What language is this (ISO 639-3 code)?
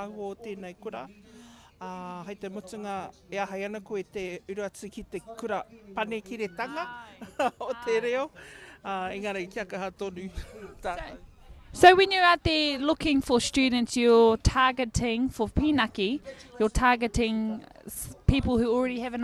mri